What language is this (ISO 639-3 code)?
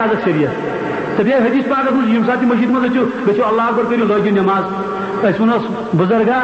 kas